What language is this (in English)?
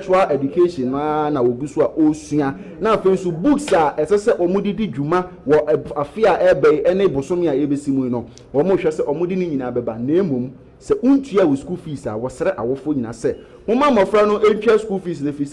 Akan